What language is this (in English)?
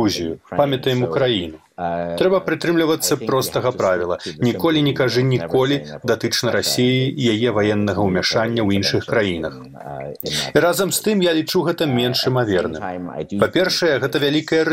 Belarusian